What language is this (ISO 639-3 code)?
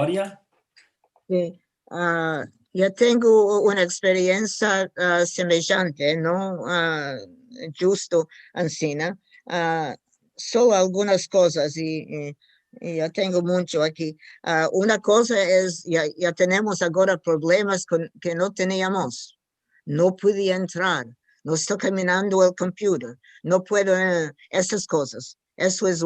lad